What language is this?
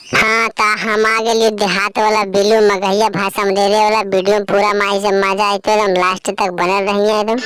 Magahi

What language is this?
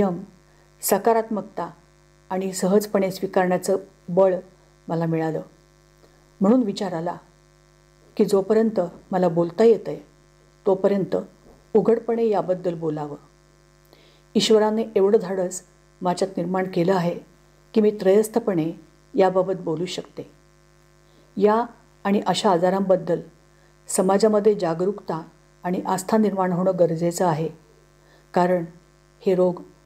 Marathi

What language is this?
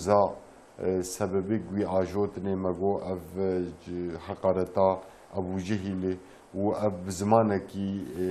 Kurdish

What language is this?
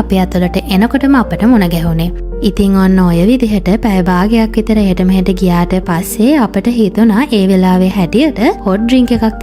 Sinhala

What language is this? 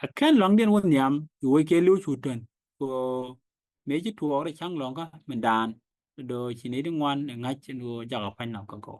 Nuer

